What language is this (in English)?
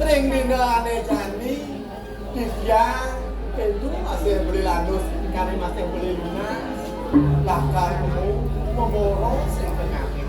Balinese